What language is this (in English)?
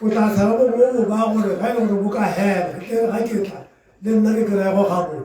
Tswana